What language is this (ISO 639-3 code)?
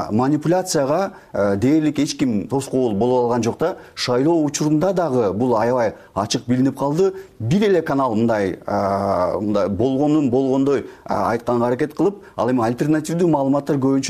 kir